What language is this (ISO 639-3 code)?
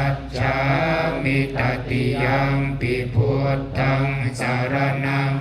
pli